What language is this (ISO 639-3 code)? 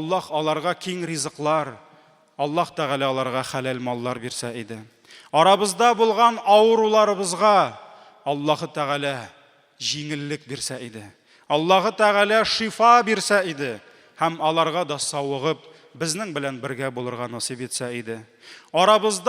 tat